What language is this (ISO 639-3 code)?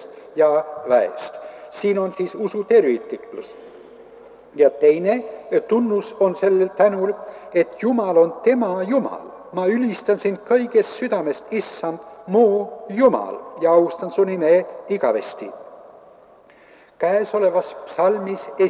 est